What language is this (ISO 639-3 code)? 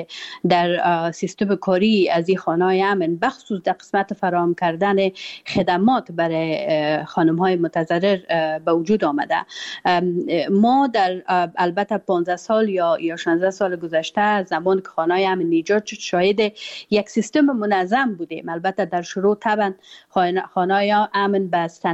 fas